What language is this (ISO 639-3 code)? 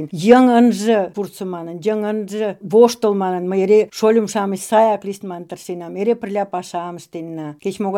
chm